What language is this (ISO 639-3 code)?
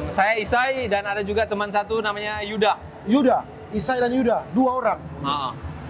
xmm